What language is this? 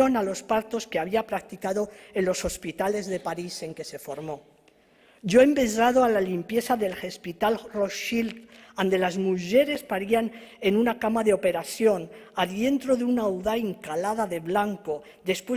Ladino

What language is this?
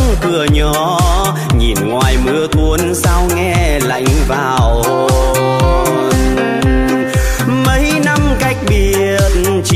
Vietnamese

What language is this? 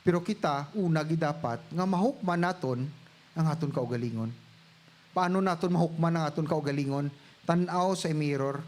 Hiligaynon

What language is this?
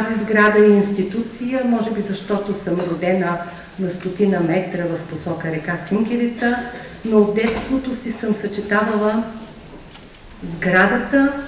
Bulgarian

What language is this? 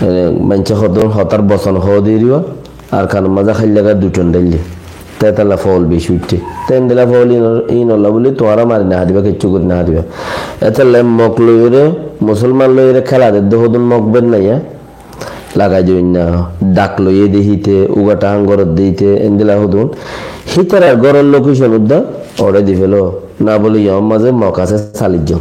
Rohingya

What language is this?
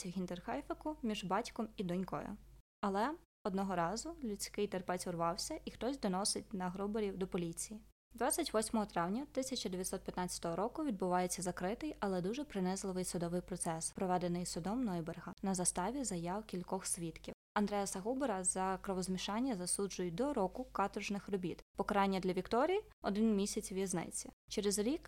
Ukrainian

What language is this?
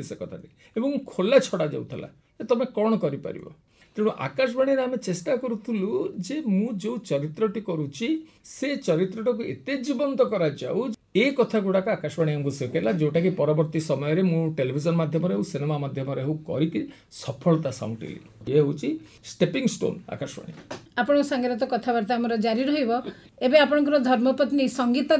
Odia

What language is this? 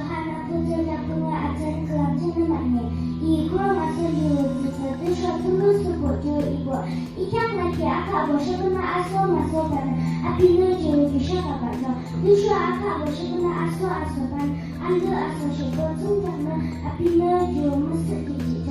Yimchungru Naga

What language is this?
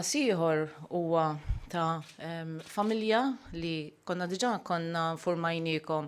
Maltese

